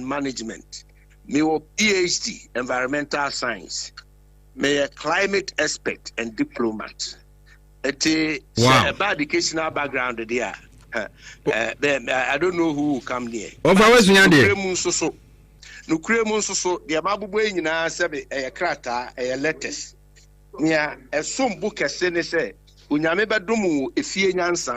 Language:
Akan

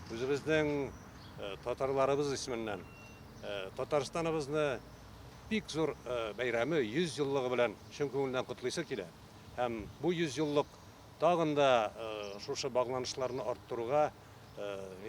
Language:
Tatar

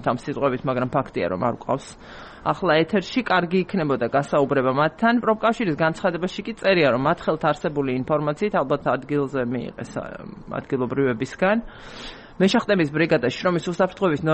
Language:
Georgian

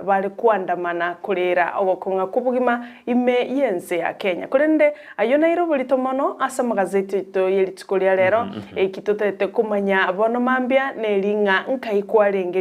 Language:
Gusii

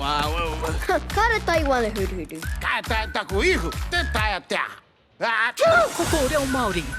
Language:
Māori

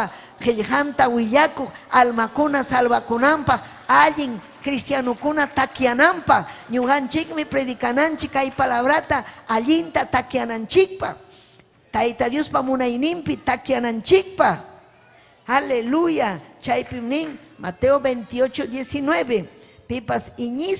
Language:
Ayacucho Quechua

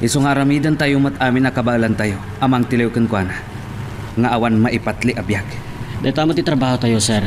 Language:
Iloko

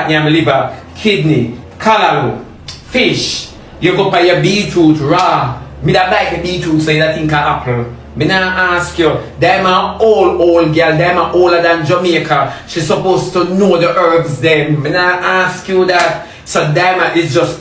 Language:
Jamaican Creole English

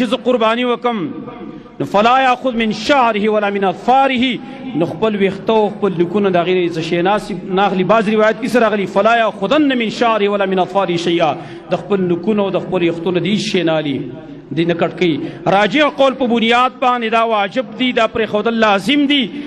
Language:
Pashto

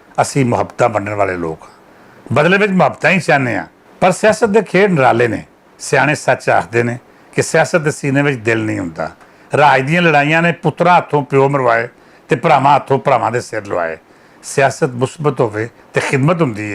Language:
Western Panjabi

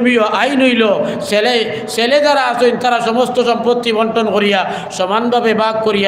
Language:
Sylheti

